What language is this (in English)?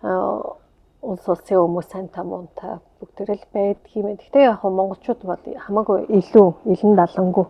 Mongolian